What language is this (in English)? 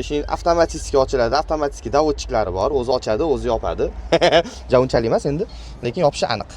Uzbek